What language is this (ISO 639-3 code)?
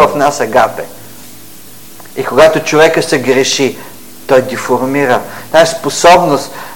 bul